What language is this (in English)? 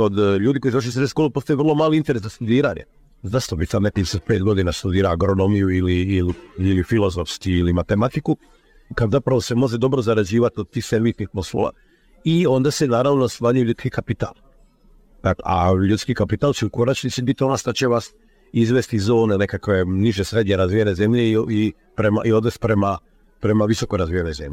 Croatian